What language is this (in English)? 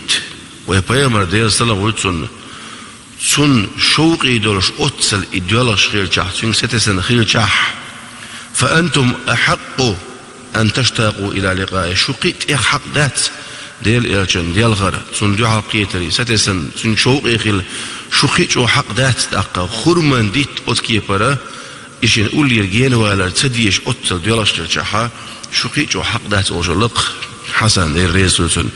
Chechen